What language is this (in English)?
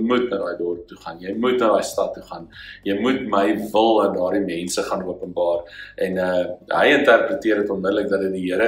Afrikaans